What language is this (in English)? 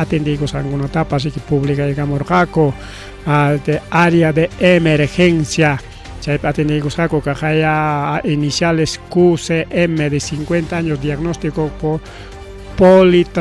Ayacucho Quechua